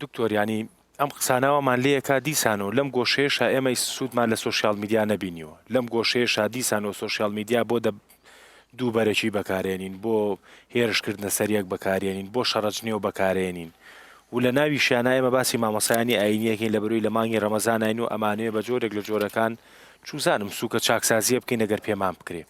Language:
Central Kurdish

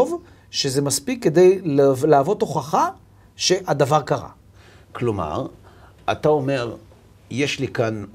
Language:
Hebrew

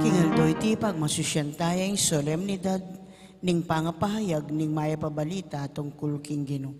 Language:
Pampanga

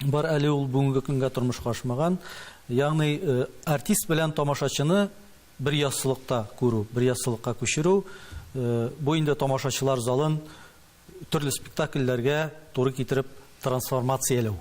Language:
Tatar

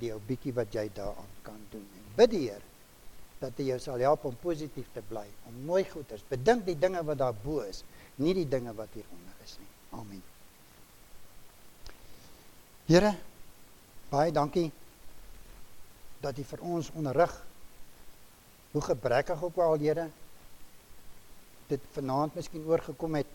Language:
Afrikaans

